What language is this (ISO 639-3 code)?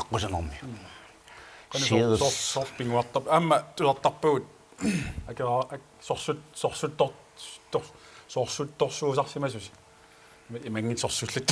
kal